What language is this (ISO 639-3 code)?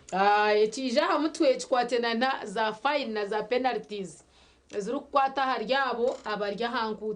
nyn